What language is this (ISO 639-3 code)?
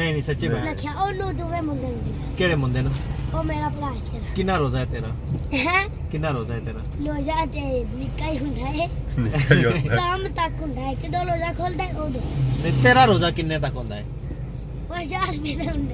phr